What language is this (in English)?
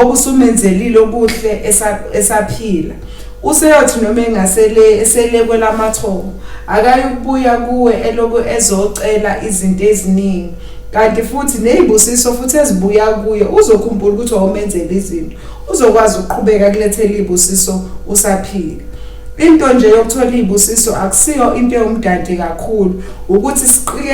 Zulu